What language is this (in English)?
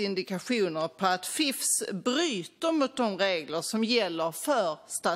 Swedish